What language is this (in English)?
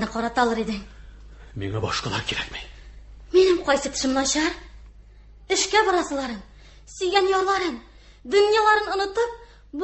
Tatar